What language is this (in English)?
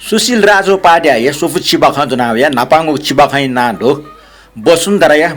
Newari